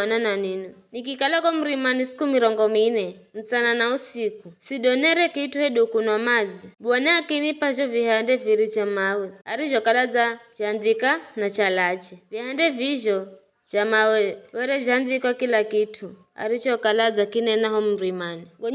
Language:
Giryama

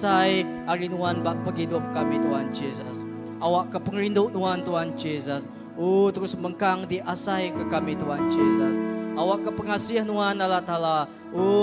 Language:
Iban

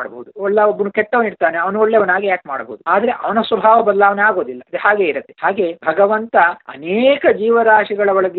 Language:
Kannada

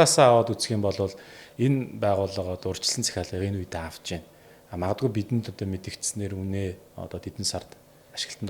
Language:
Mongolian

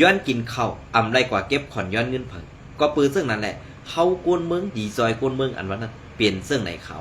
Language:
Shan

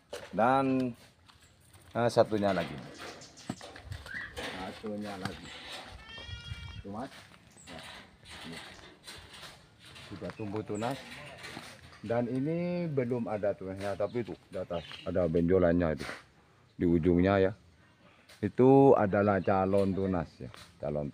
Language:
Indonesian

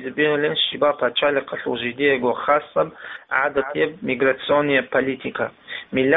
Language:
Avaric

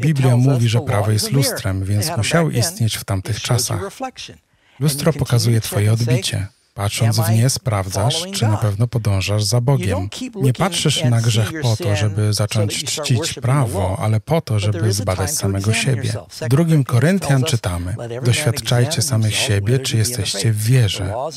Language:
Polish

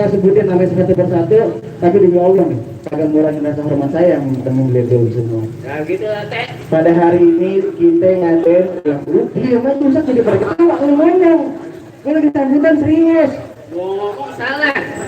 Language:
Betawi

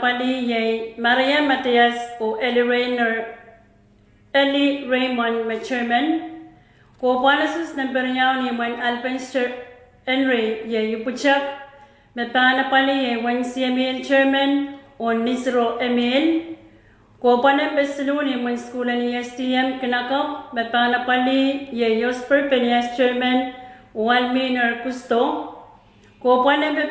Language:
Pohnpeian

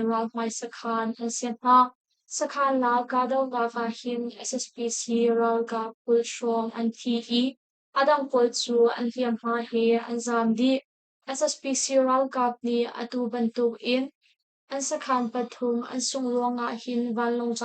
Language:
Hakha Chin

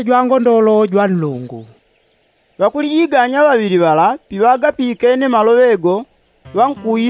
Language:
Yao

